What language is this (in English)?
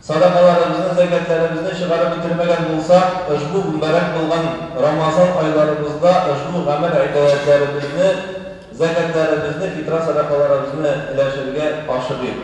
Tatar